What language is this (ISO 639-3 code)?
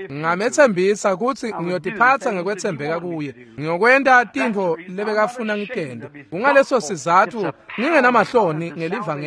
ssw